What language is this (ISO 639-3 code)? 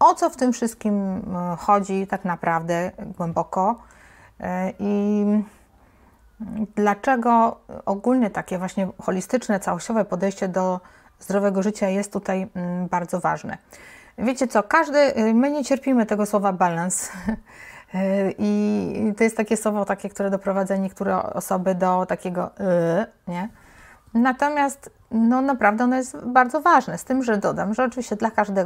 pol